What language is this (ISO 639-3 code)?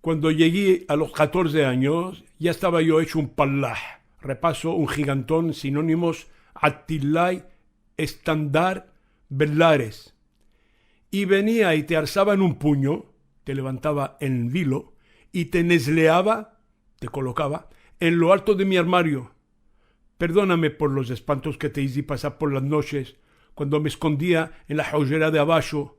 lad